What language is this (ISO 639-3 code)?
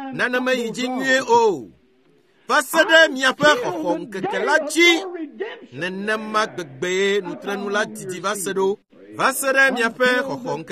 ewe